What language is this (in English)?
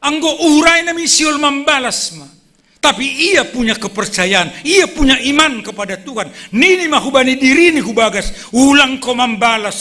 Batak Simalungun